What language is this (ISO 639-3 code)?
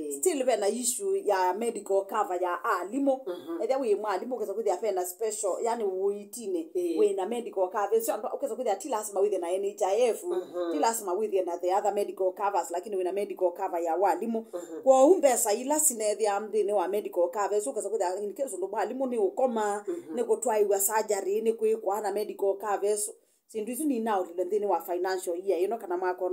kam